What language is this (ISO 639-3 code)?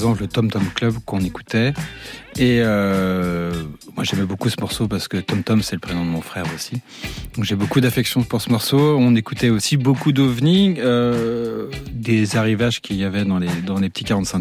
fra